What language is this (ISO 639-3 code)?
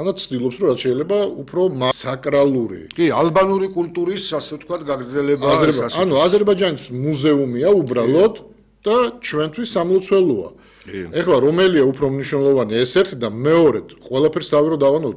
kat